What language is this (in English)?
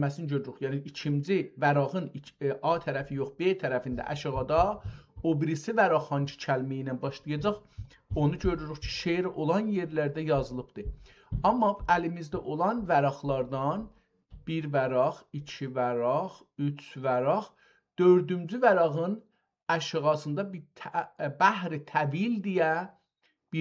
South Azerbaijani